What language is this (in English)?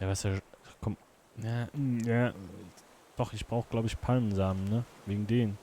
Swiss German